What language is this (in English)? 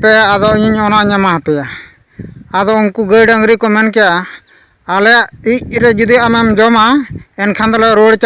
Santali